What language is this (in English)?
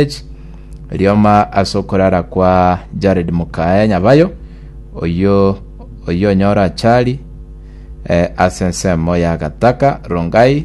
Gusii